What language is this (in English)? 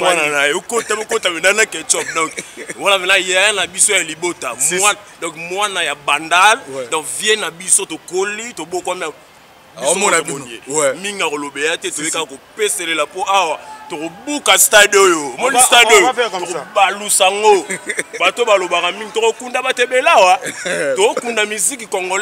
Lingala